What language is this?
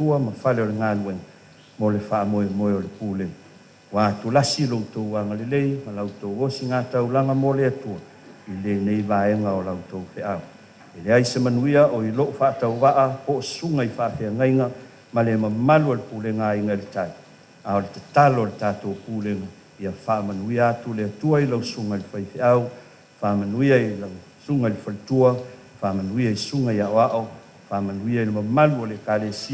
Samoan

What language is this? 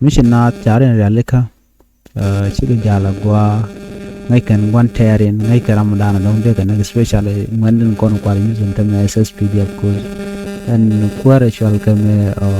Nuer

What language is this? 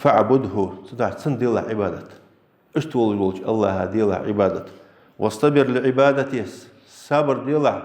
Ingush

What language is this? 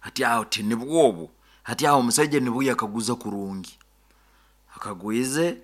Nyoro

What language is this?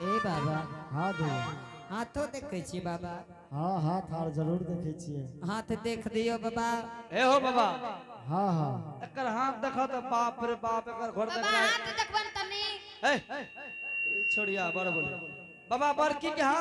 Angika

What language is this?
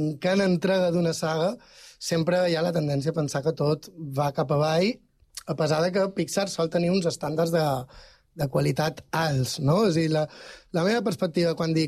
Catalan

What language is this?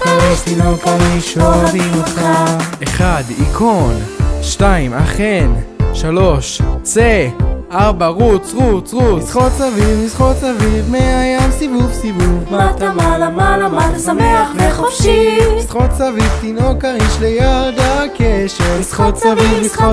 Hebrew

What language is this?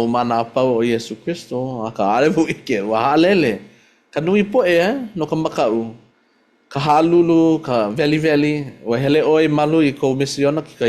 Hawaiian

